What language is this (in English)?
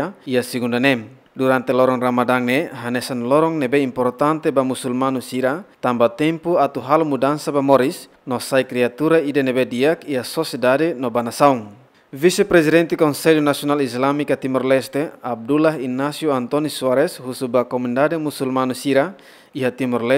Tetum